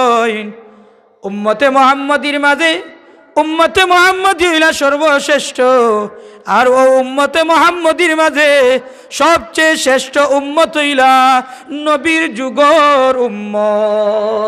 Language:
Sylheti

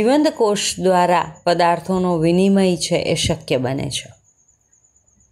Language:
Gujarati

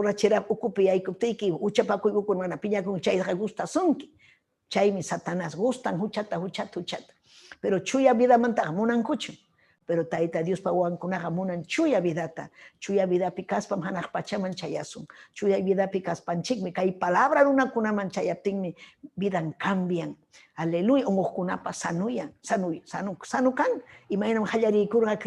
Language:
Ayacucho Quechua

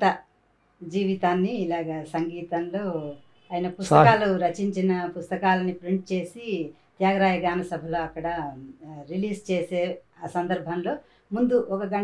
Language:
Telugu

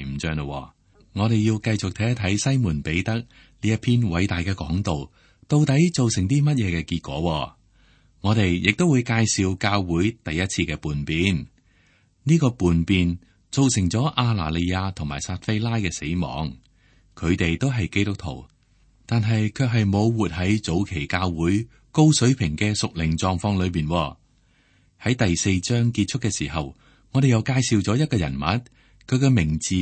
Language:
Cantonese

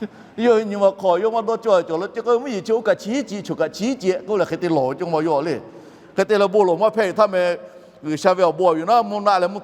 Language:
Lahu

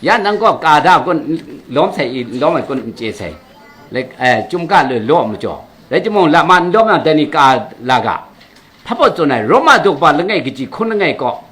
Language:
Kachin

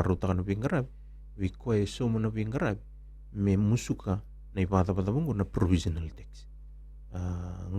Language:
Fijian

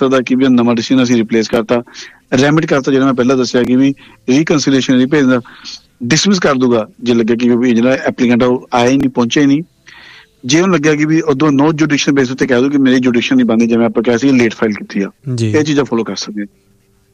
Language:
Punjabi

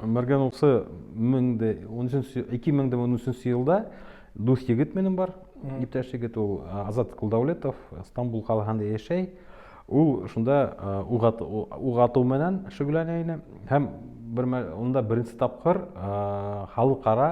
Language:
Bashkir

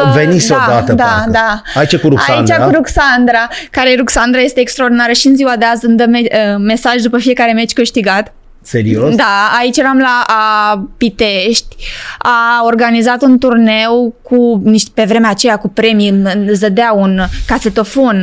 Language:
Romanian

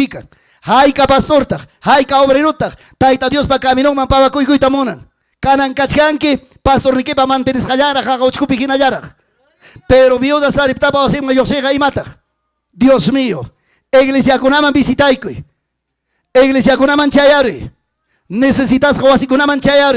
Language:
Ayacucho Quechua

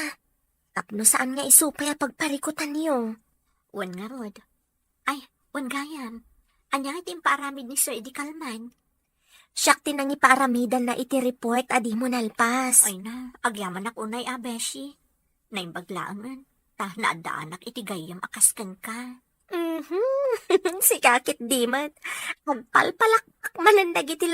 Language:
Iloko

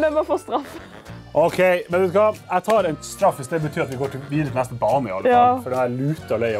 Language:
Norwegian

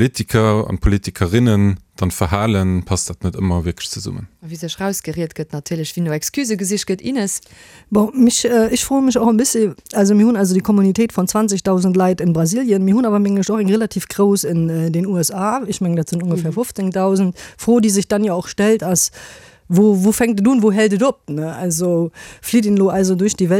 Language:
Luxembourgish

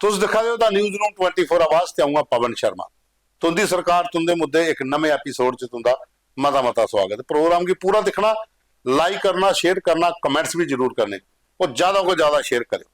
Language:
Dogri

